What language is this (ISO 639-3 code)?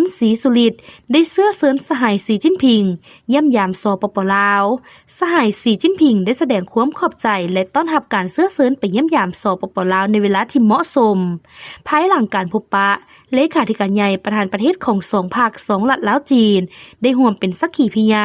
lao